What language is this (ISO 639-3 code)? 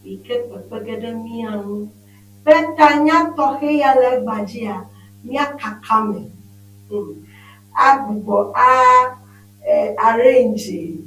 ewe